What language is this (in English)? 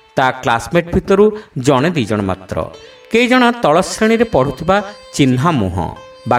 Odia